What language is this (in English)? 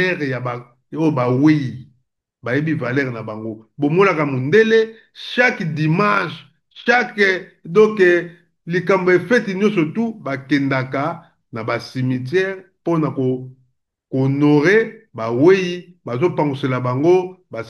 Lingala